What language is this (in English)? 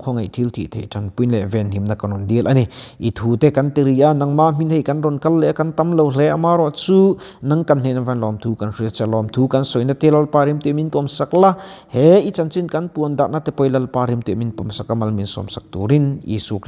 Mizo